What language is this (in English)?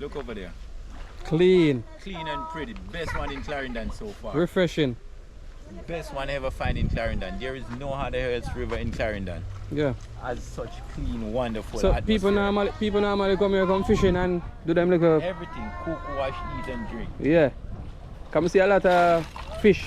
Jamaican Creole English